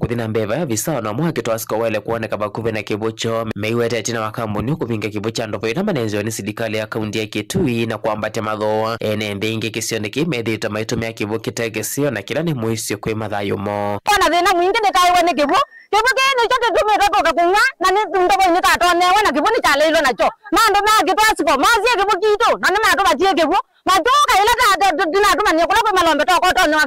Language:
Kamba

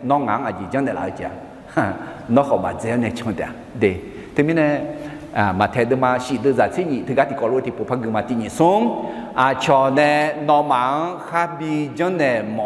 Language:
Akha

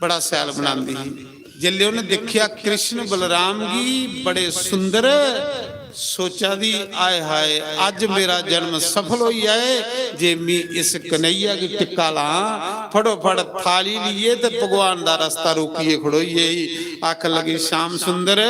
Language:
Dogri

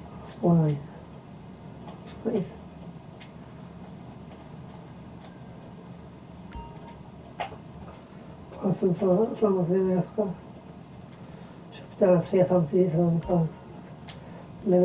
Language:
Swedish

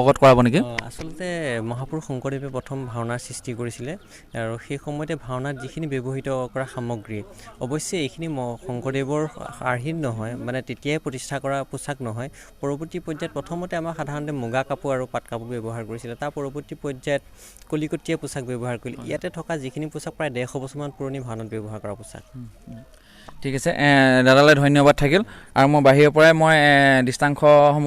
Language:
Assamese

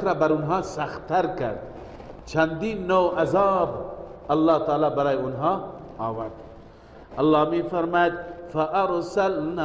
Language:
Persian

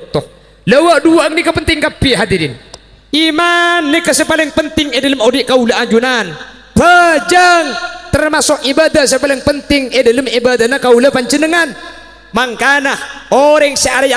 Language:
Madurese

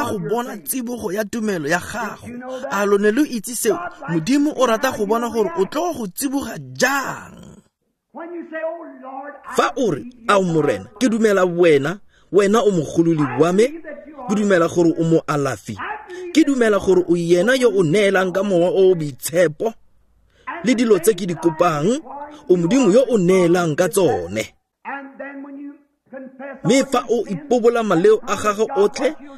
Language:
Tswana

